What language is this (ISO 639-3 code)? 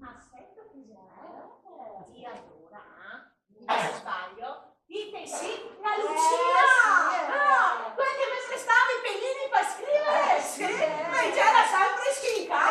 vec